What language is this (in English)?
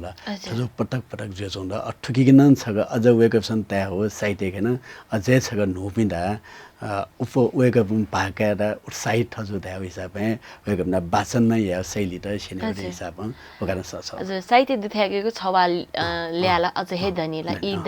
Newari